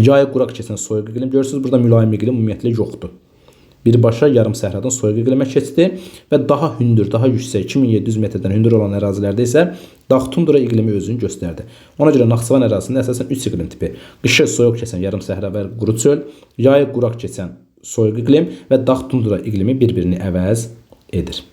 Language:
Azerbaijani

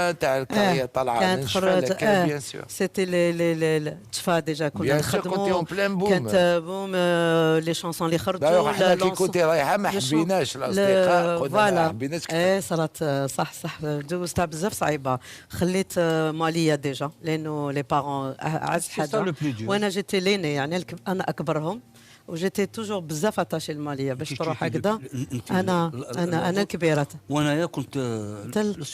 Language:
Algerian Arabic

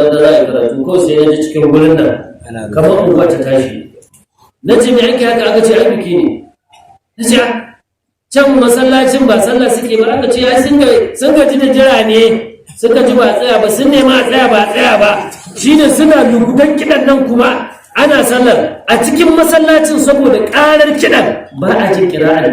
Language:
Hausa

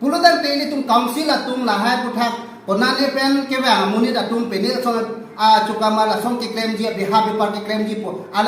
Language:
Karbi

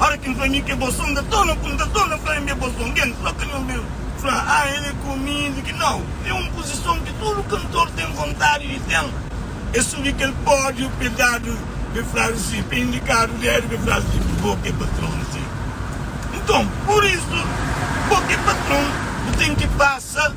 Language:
Kabuverdianu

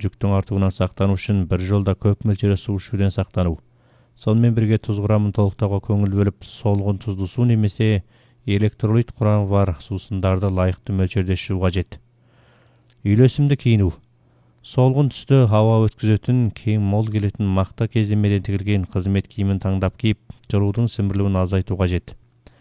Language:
Kazakh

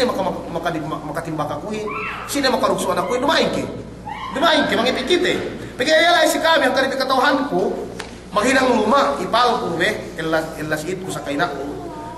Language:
Yakan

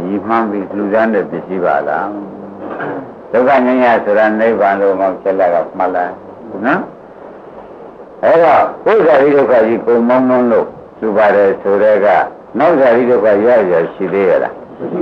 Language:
Burmese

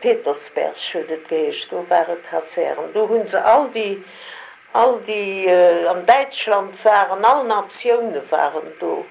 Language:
Luxembourgish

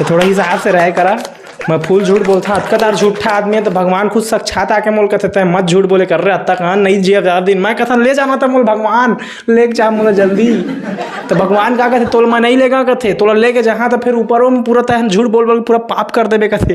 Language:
Chhattisgarhi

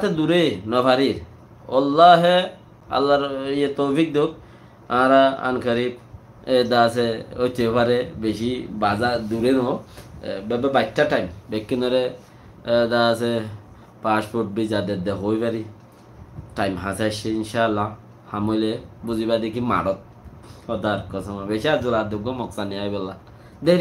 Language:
Rohingya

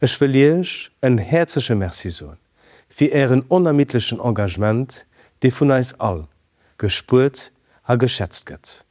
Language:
Luxembourgish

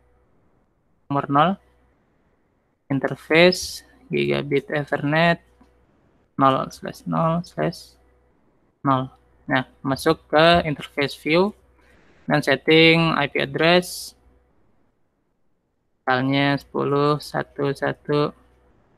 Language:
Indonesian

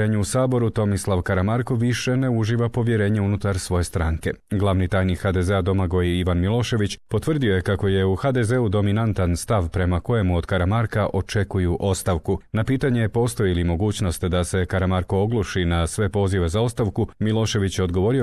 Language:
Croatian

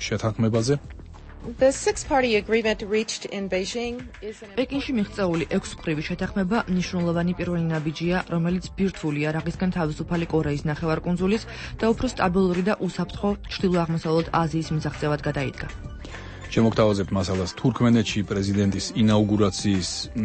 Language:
Georgian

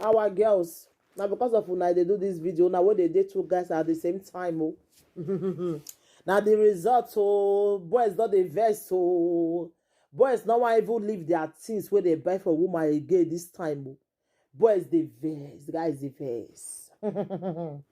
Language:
Nigerian Pidgin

